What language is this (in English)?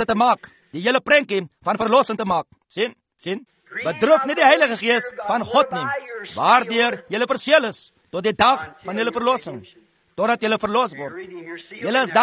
Afrikaans